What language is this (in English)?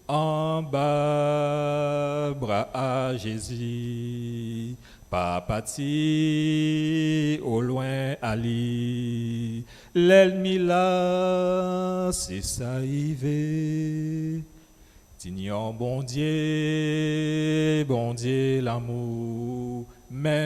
Guadeloupean Creole French